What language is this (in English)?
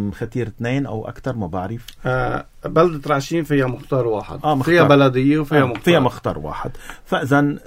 North Levantine Arabic